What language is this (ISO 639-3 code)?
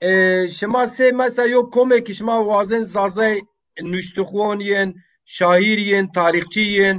zza